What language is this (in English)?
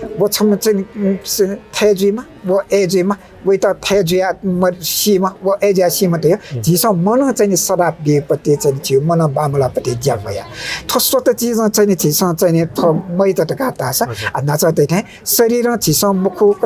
Newari